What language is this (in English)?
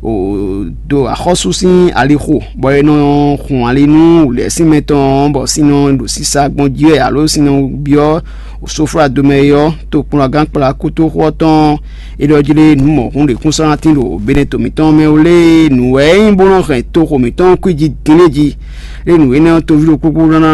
Fon